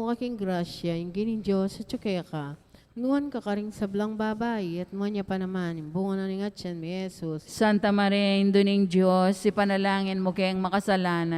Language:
Pampanga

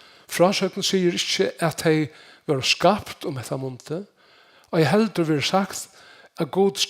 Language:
Faroese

